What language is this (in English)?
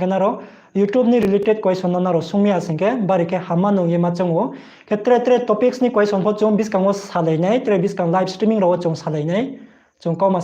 Riang (India)